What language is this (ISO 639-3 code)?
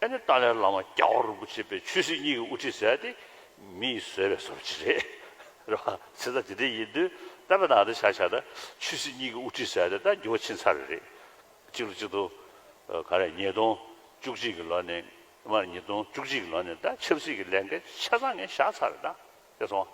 bod